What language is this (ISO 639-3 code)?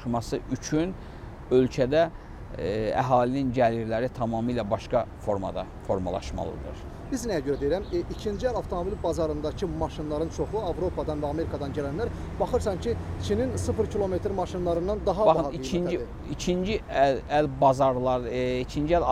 aze